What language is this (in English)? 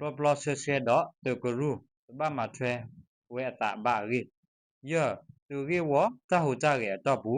S'gaw Karen